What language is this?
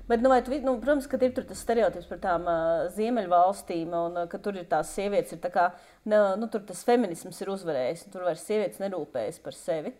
Latvian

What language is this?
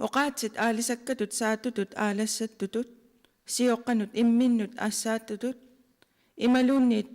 Kalaallisut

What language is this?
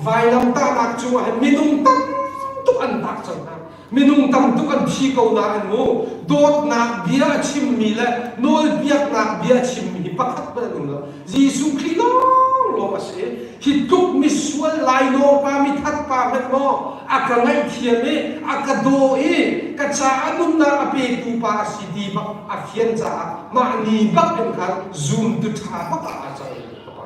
Hakha Chin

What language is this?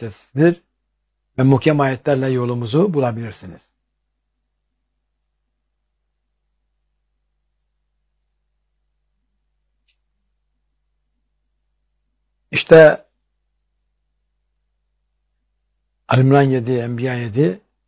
Turkish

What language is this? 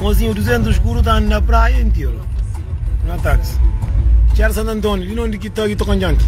Kabuverdianu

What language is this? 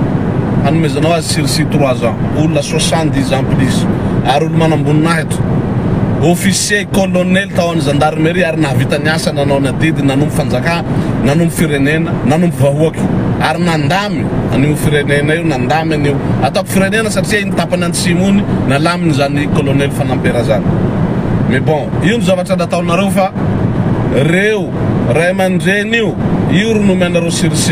Malagasy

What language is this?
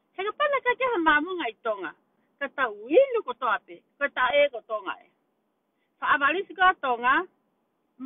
Tongan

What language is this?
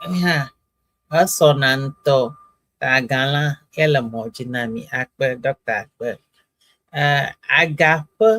Ewe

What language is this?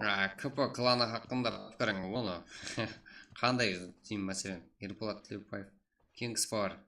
Kara-Kalpak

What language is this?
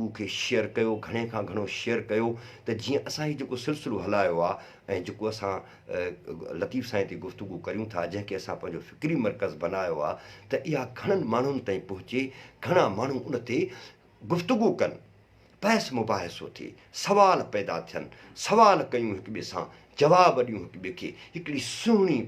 Sindhi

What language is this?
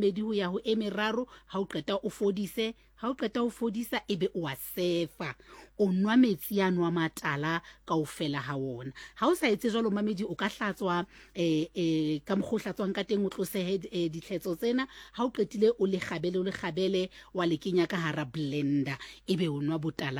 Southern Sotho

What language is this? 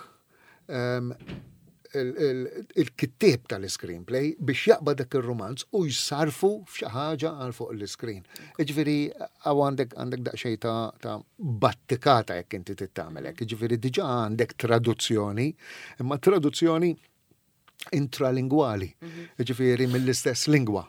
Maltese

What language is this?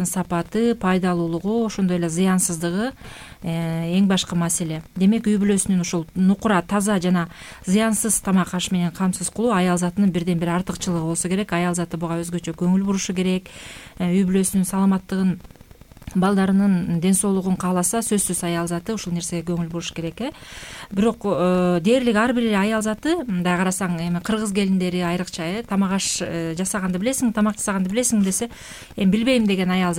Kyrgyz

